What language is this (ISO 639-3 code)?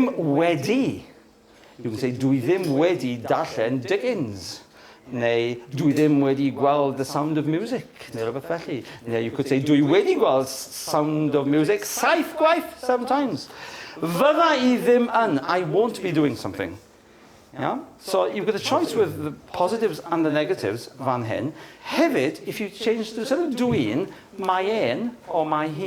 cym